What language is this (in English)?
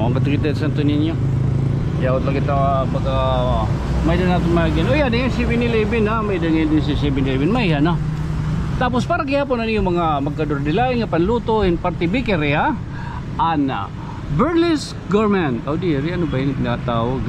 Waray